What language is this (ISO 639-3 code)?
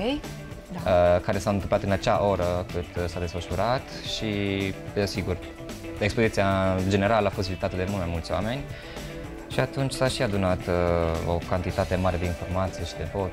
ron